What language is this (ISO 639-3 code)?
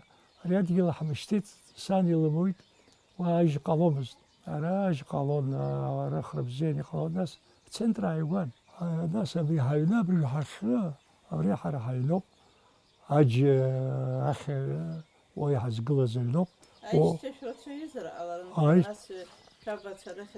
abk